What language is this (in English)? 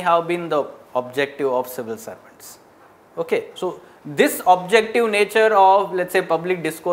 English